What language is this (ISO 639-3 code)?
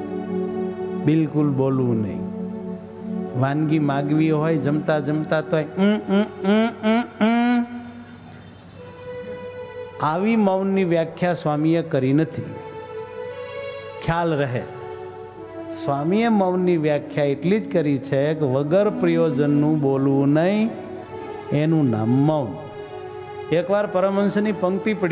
guj